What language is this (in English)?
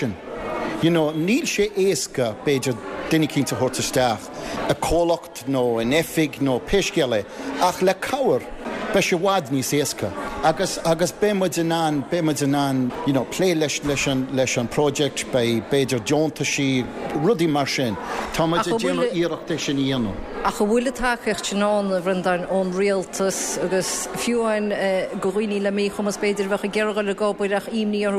Irish